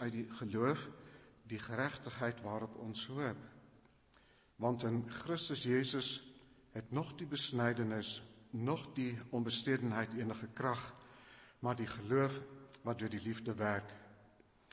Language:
Afrikaans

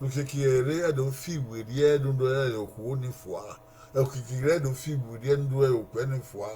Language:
Bini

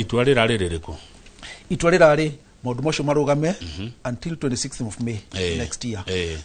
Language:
Kikuyu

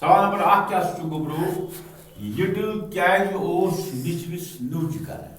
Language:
Kashmiri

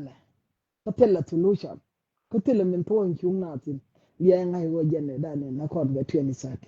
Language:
Nuer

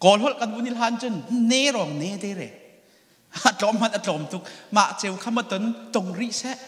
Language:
Hakha Chin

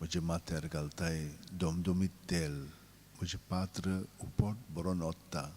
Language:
Konkani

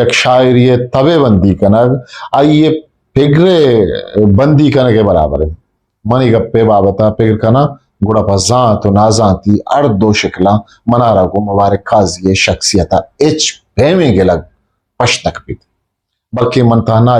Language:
Eastern Balochi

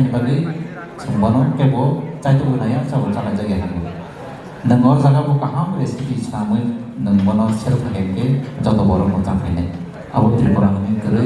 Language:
Kok Borok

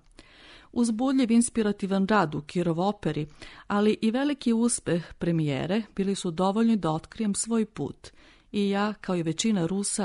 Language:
Serbian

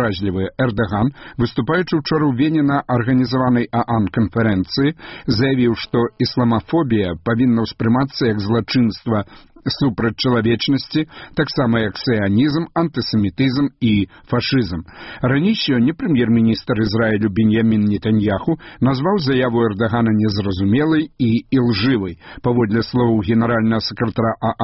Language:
Belarusian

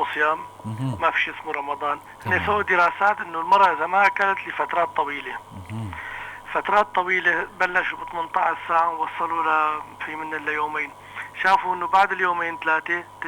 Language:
North Levantine Arabic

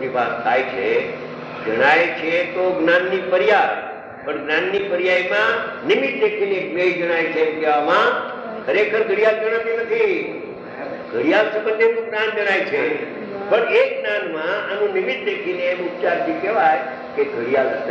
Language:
Gujarati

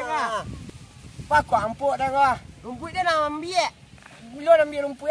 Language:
Minangkabau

